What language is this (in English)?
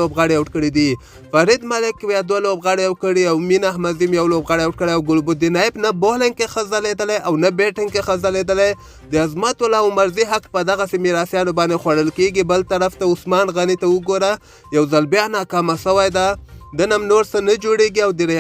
Pashto